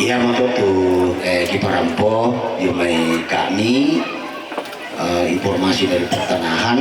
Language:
Toraja-Sa'dan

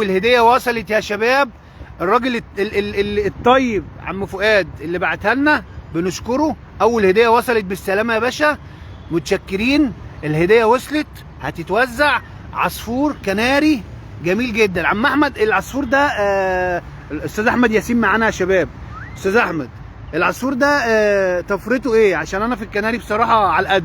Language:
Egyptian Arabic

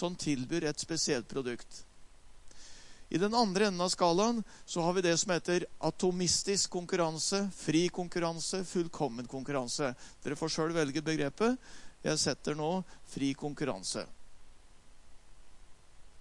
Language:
Norwegian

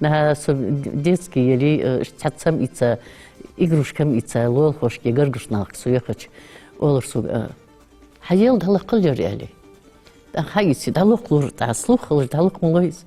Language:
Ingush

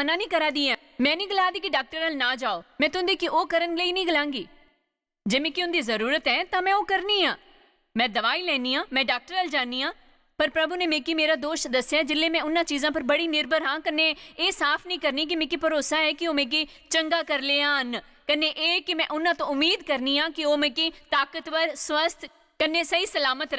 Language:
Dogri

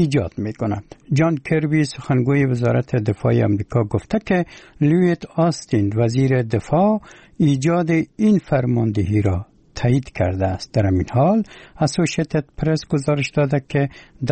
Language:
Persian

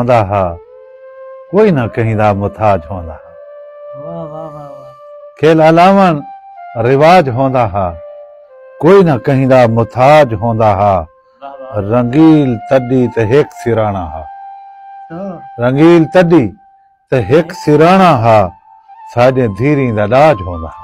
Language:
Saraiki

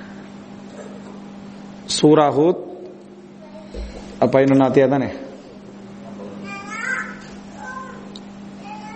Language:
Tamil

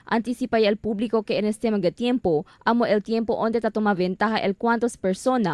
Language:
Chavacano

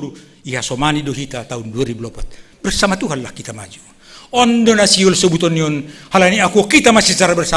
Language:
Batak Simalungun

